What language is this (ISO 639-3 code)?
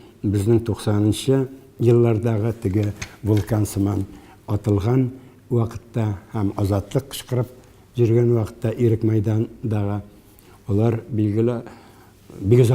tat